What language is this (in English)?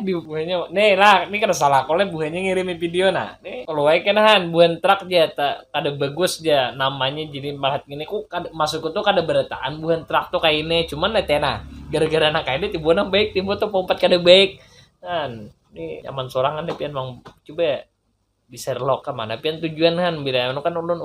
Banjar